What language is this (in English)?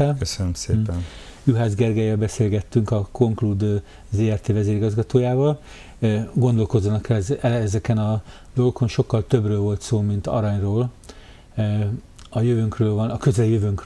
Hungarian